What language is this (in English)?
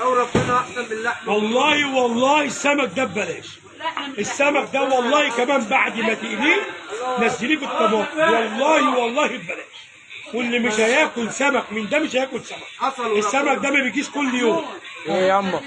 Egyptian Arabic